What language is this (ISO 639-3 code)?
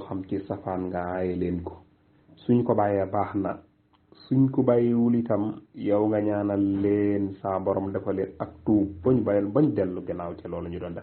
wol